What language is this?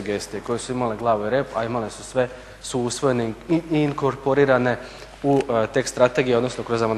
Croatian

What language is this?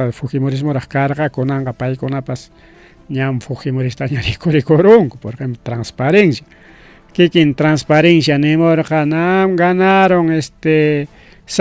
Ayacucho Quechua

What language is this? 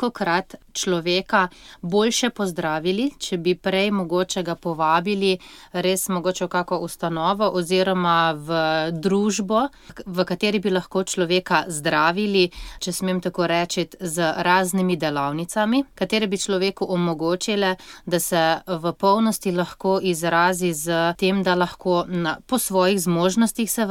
Slovenian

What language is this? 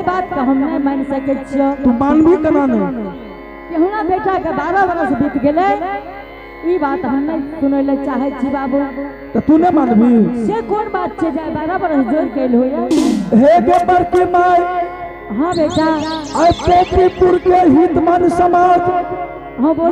Angika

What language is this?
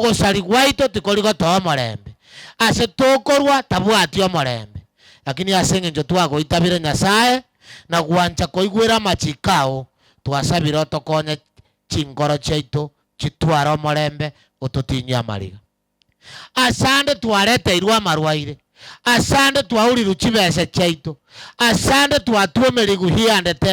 Gusii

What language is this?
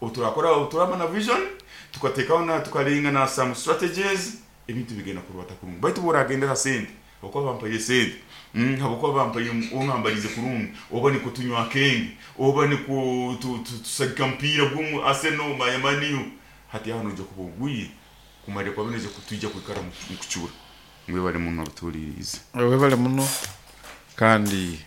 Nyoro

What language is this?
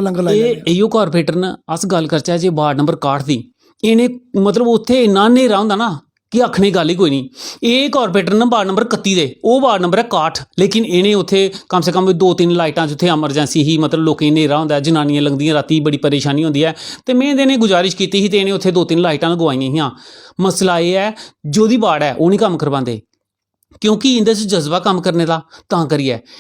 Dogri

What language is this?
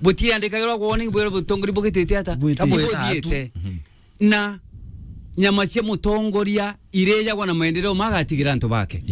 Meru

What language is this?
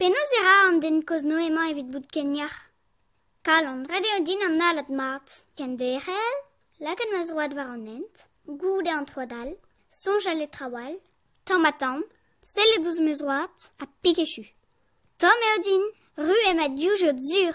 Breton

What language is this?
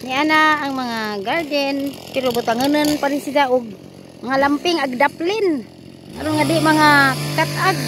Cebuano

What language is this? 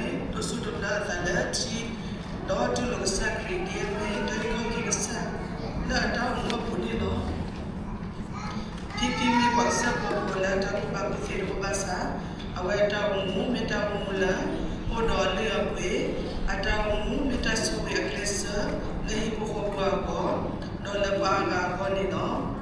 S'gaw Karen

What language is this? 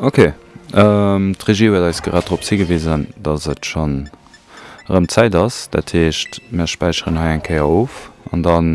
Luxembourgish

